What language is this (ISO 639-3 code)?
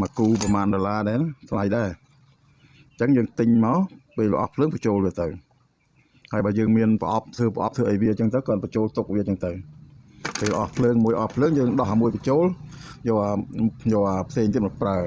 khm